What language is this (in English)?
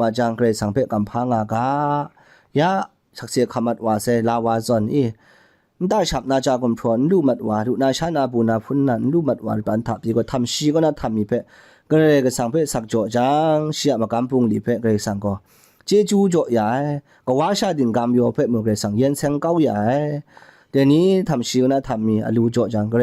Kachin